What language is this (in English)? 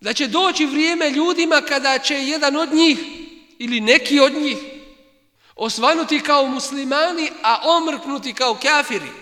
Bosnian